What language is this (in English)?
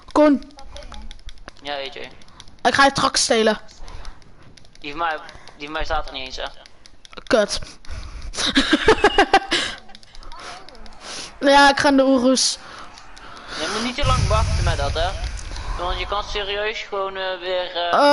Dutch